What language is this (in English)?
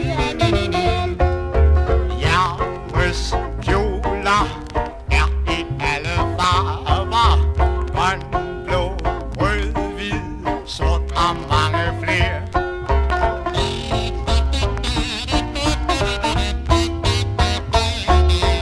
Danish